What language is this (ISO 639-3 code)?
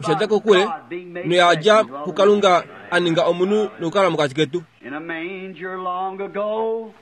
kua